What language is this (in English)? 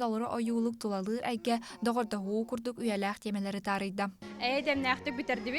Yakut